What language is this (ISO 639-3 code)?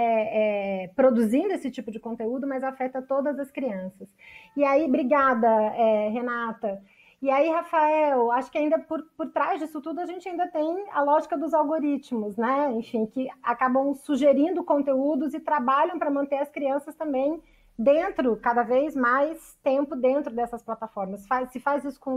por